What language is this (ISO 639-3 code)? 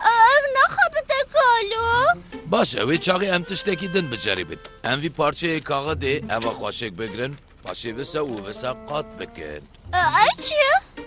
kur